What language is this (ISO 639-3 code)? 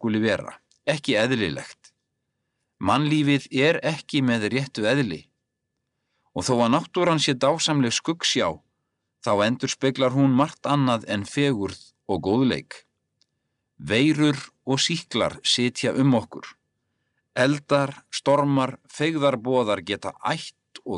isl